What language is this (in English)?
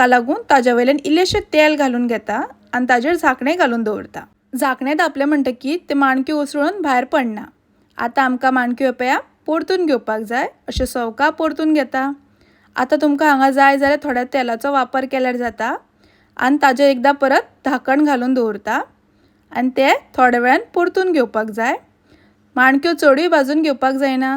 Konkani